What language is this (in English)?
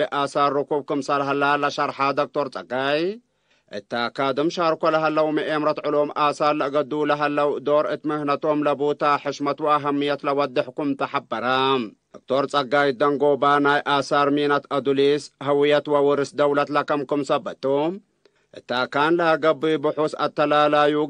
Tigre